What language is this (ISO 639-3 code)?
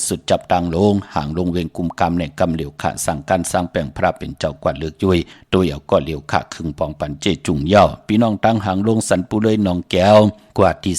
shn